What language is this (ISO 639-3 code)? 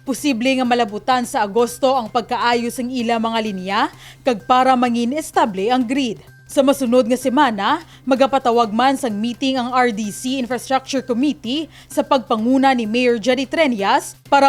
hil